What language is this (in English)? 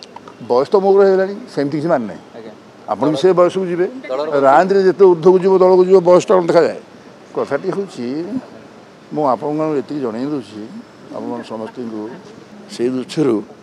Odia